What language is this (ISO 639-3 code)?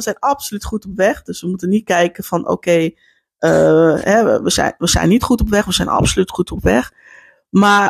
nld